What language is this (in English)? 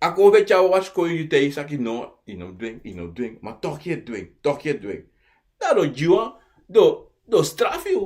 Sranan Tongo